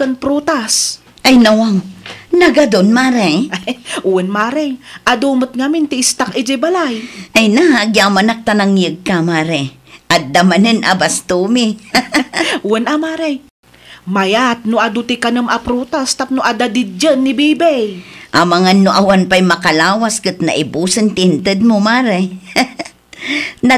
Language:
Iloko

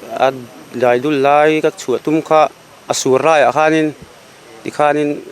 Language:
Mizo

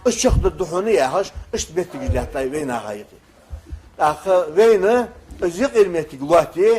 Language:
Ingush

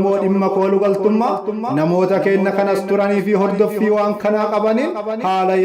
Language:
Oromo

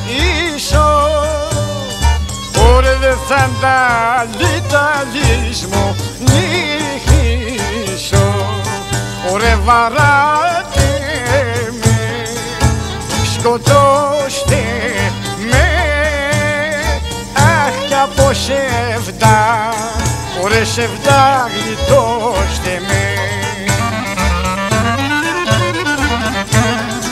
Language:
Greek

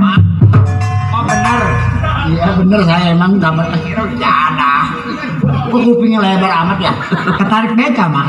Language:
Betawi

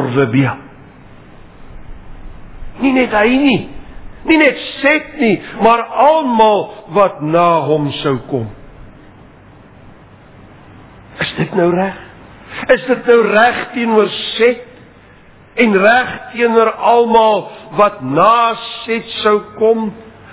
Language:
Afrikaans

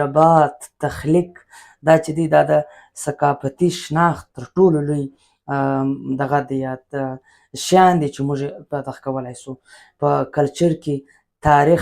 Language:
Pashto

